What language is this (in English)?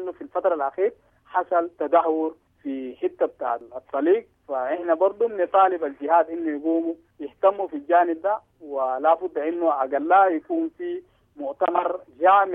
Sudanese Arabic